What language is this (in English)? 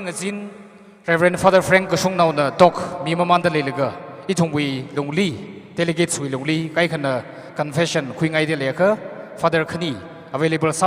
Tangkhul Naga (India)